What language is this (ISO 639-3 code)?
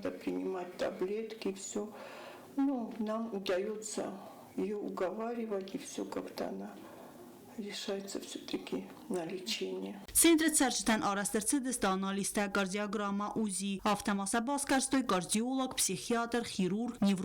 oss